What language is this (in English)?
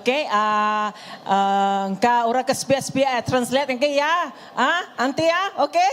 Iban